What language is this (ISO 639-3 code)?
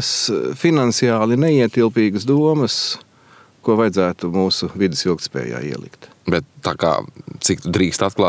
lav